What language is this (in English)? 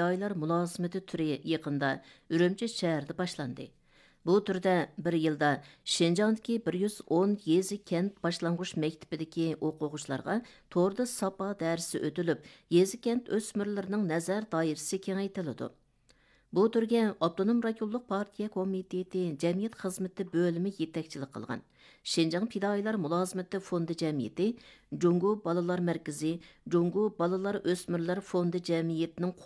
Uyghur